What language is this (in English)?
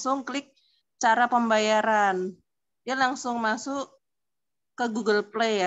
Indonesian